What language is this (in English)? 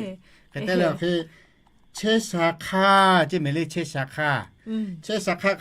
Lahu